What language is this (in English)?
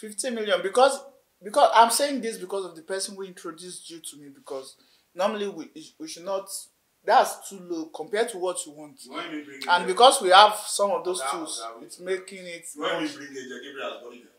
Nigerian Pidgin